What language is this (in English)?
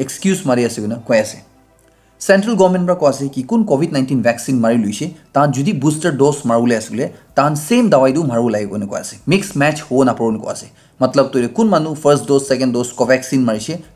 Naga Pidgin